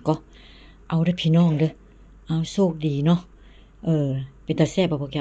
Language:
Northeastern Thai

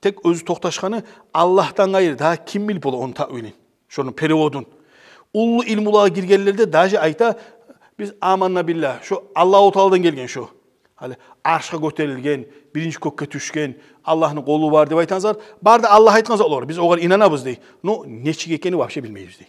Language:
Kumyk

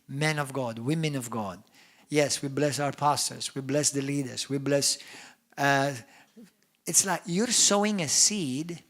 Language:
English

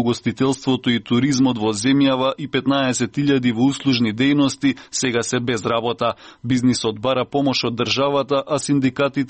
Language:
Macedonian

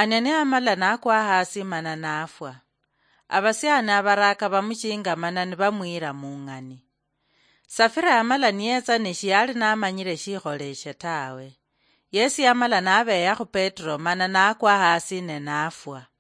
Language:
Luyia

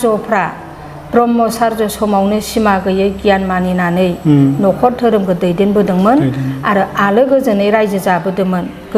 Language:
Bodo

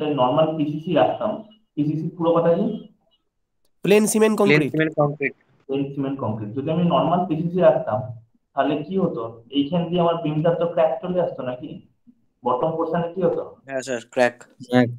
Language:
Bangla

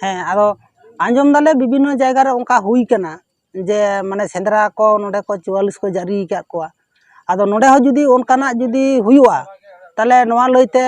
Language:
Santali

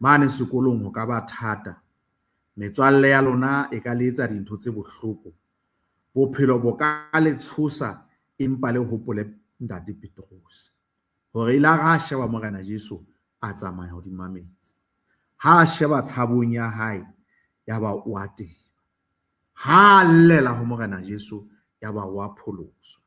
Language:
Southern Sotho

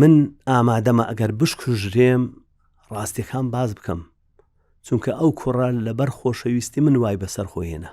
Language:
Central Kurdish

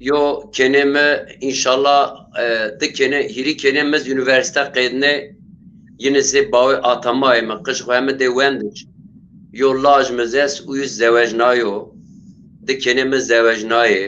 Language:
Zaza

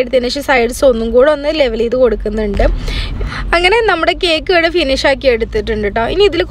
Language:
Malayalam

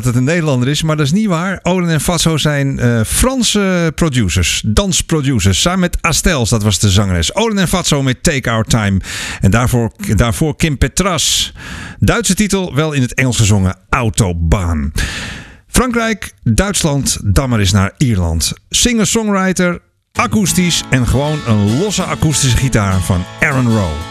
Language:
Dutch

